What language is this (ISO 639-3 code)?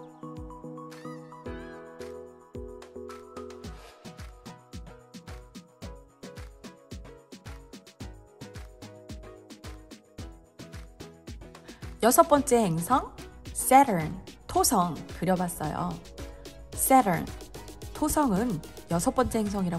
kor